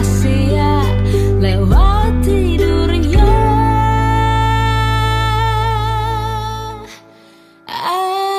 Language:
Indonesian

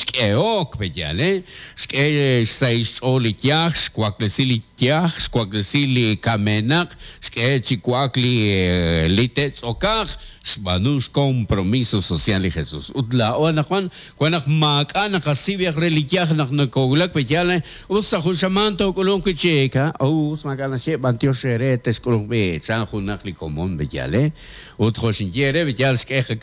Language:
Kekchí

